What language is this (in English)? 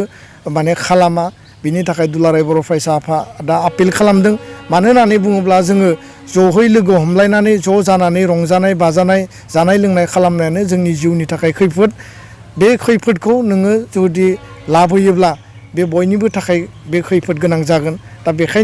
Bodo